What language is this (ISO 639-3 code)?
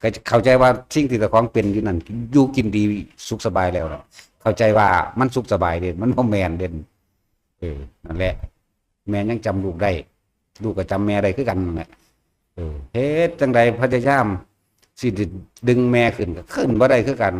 tts